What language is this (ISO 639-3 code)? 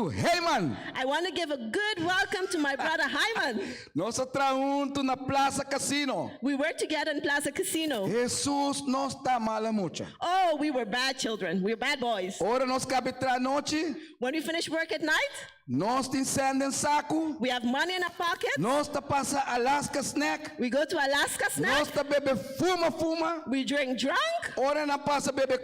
pap